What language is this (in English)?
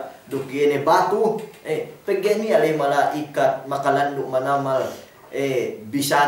Yakan